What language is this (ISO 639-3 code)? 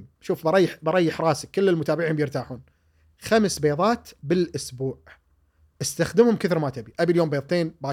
afb